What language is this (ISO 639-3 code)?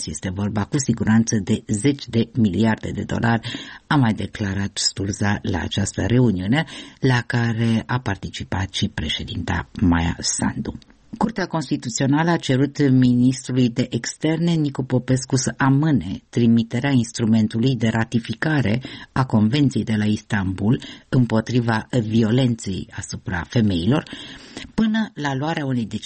ron